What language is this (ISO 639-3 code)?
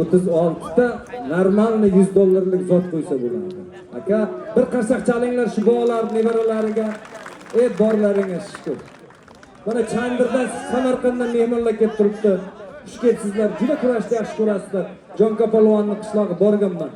uzb